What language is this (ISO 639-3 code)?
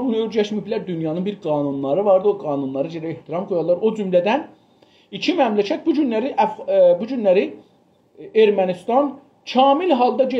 azb